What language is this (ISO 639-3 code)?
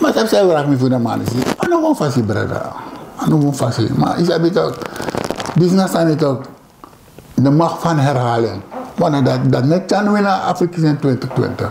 srn